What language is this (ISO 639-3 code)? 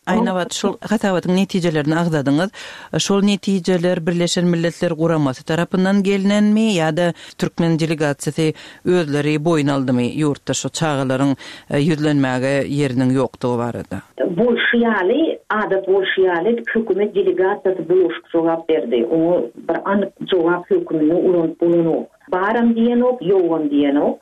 tuk